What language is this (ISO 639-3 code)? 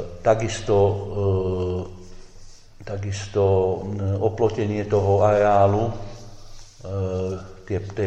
slk